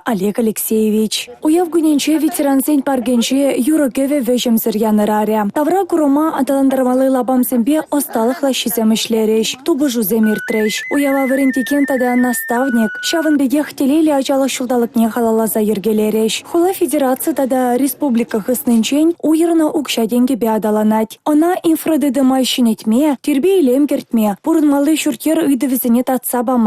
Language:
Chuvash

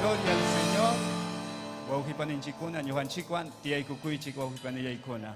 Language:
Ayacucho Quechua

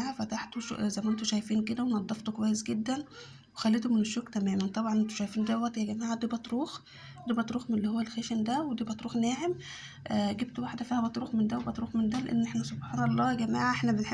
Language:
Egyptian Arabic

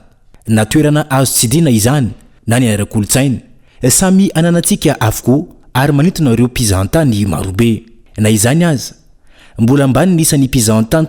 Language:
Malagasy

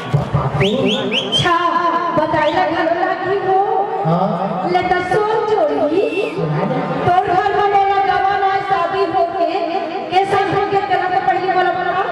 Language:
Chhattisgarhi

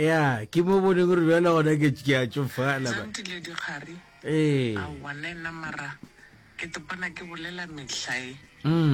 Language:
Northern Sotho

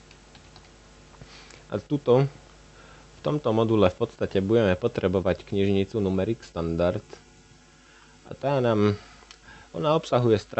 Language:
Slovak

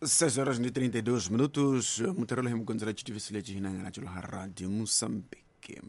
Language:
Tsonga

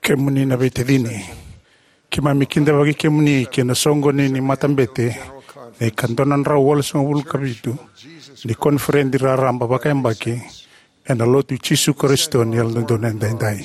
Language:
Fijian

